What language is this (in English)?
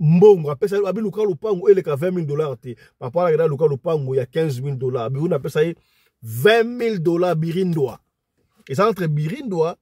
Lingala